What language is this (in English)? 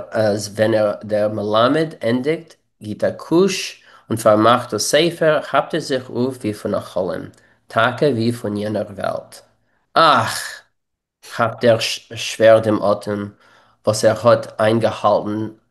Yiddish